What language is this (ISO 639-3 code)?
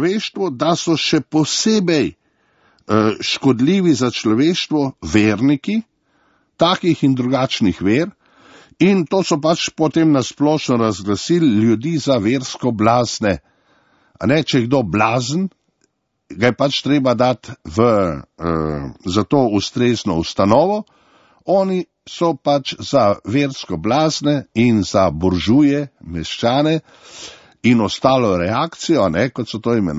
slv